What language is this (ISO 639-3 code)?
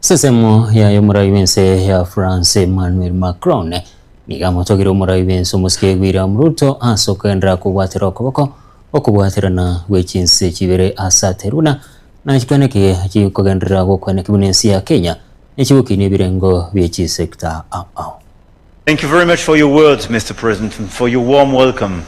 guz